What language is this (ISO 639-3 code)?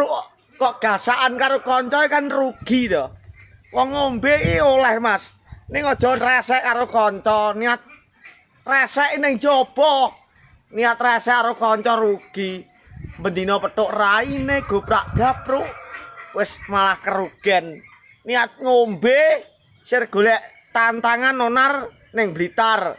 jav